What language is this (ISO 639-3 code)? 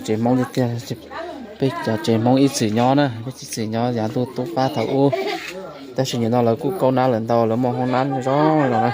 hmn